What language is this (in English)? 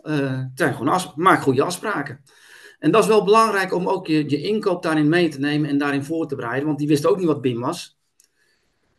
Dutch